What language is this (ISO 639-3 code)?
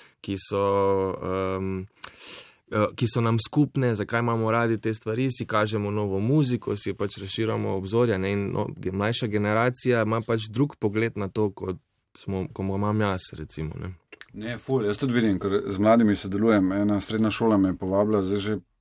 slv